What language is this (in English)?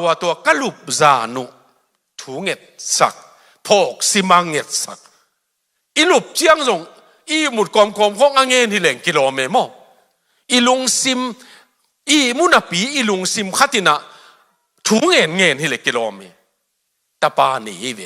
Tedim Chin